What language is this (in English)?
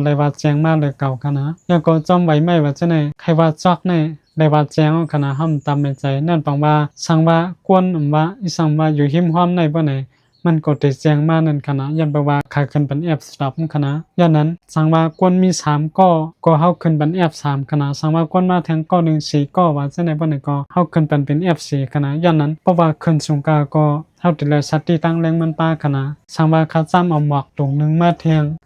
Shan